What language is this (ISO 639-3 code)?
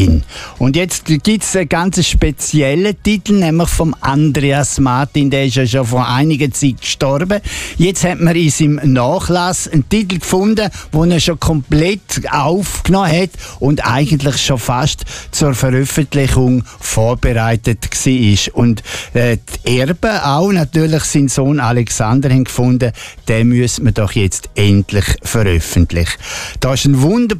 deu